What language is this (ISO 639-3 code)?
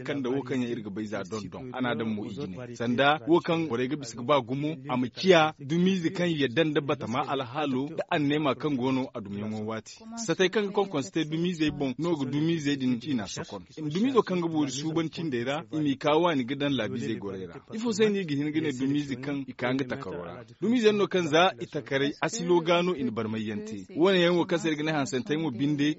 dje